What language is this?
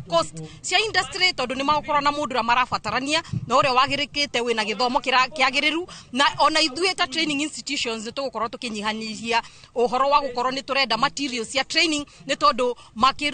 Kikuyu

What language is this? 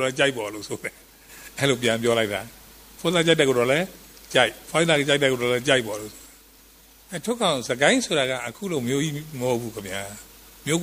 Burmese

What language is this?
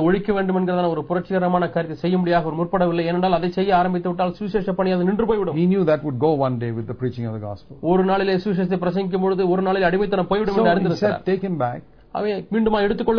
Tamil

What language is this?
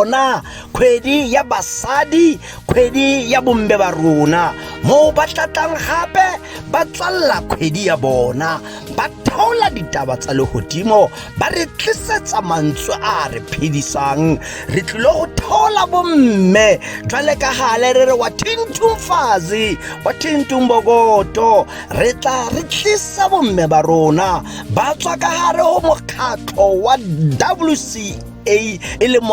Tswana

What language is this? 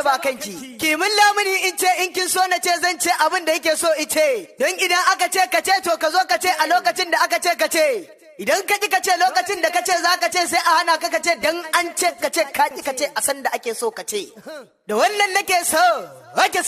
Hausa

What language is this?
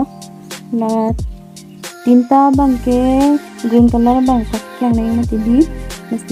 Karbi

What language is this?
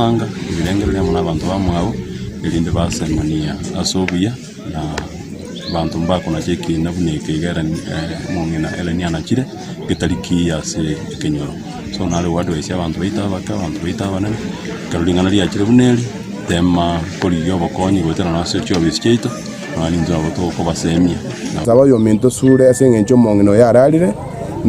Gusii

